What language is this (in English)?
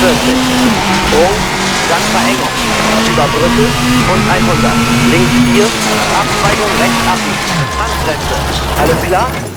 Bavarian